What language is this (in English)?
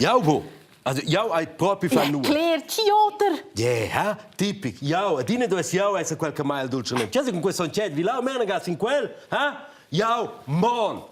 Romansh